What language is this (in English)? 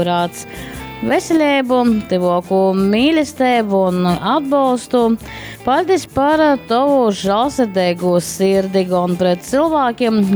Latgalian